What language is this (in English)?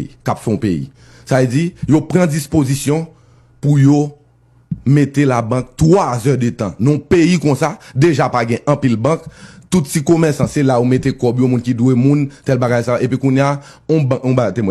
Haitian Creole